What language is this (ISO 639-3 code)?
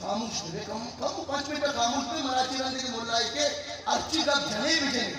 bgp